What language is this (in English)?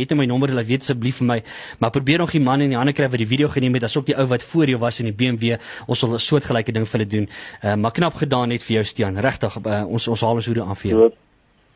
Afrikaans